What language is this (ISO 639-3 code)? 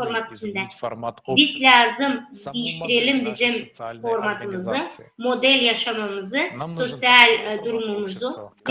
gag